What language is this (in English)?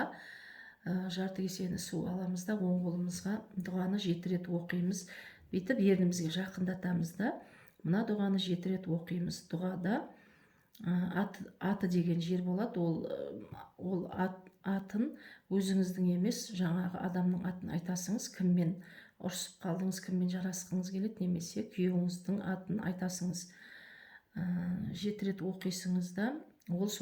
Kazakh